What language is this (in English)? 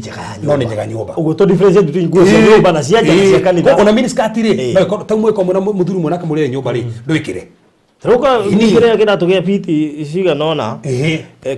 Kikuyu